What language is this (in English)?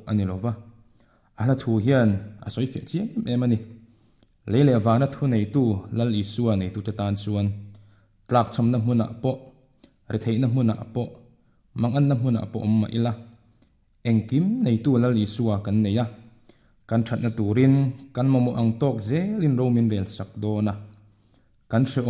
Mizo